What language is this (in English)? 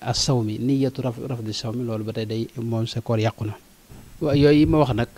Wolof